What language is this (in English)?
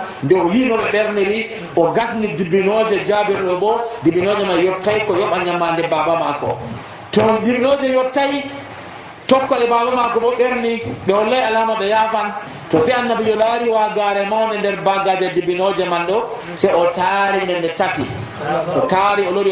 Nigerian Fulfulde